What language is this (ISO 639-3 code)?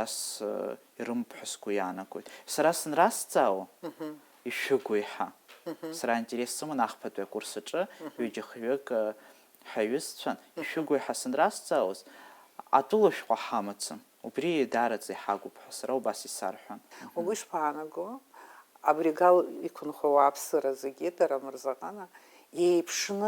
abk